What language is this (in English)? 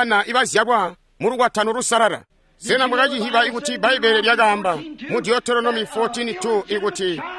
Tonga (Zambia)